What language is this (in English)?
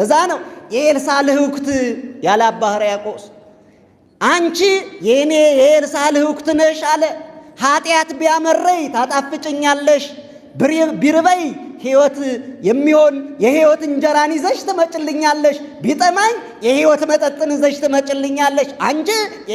Amharic